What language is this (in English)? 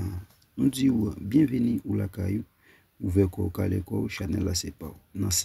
Haitian Creole